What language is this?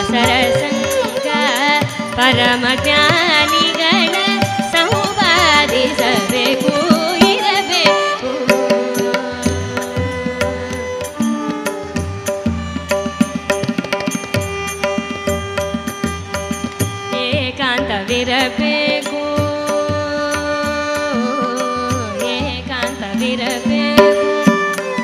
Kannada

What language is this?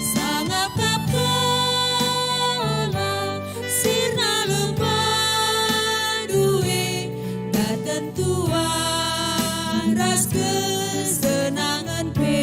Batak Karo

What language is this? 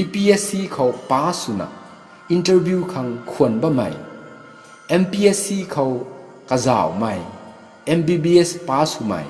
Rongmei Naga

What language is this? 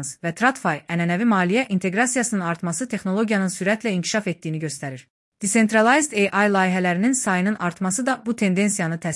Azerbaijani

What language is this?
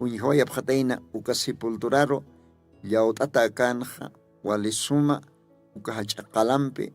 Aymara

